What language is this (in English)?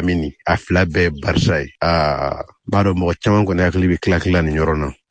Bambara